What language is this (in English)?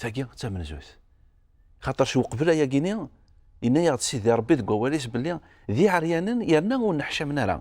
Kabyle